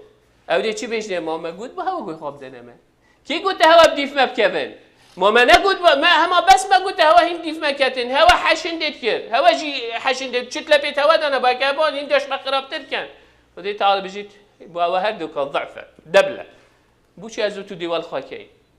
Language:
Kurdish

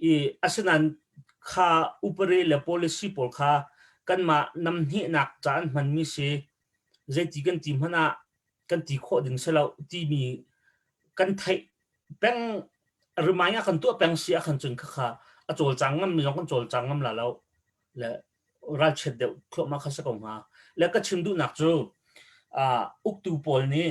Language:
Hakha Chin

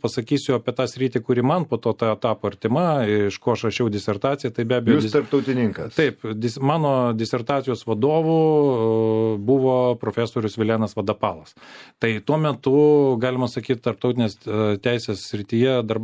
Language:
Lithuanian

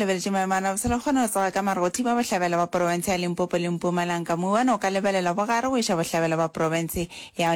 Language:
Northern Sotho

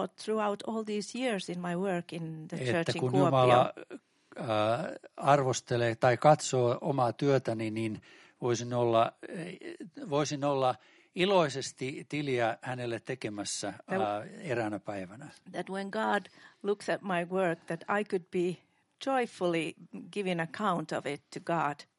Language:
Finnish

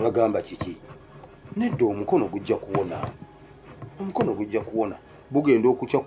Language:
Ganda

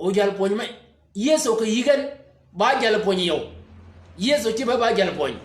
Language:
Shilluk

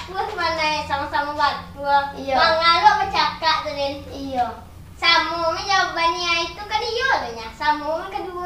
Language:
Minangkabau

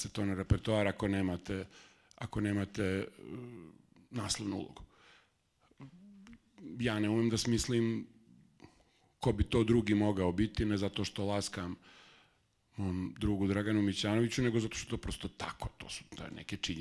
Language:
Serbian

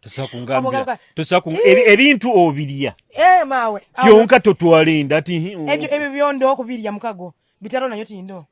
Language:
Nyoro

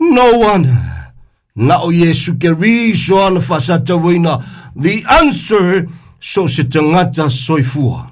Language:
Samoan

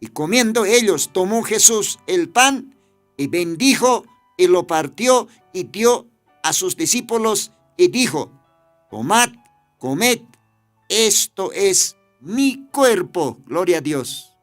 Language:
Aymara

